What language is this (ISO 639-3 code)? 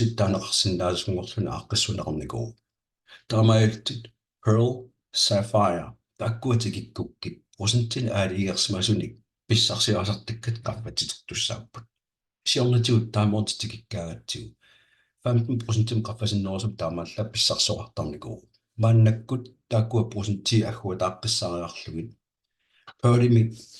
kal